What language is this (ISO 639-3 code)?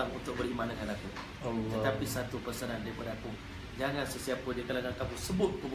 msa